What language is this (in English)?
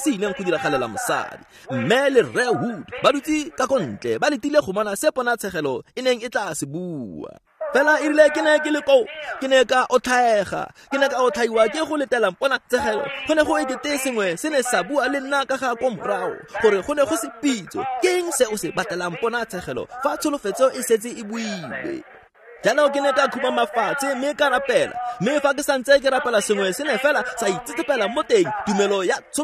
Tswana